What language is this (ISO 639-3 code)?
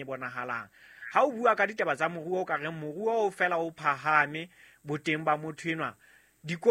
sot